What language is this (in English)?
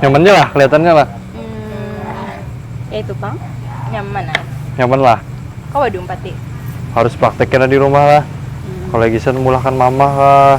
Banjar